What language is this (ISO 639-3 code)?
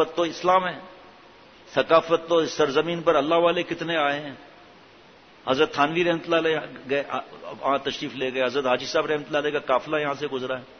urd